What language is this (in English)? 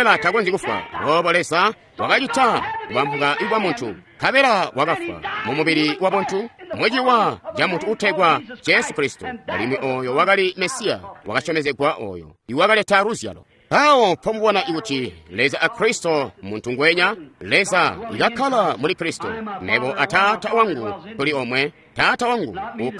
Tonga (Zambia)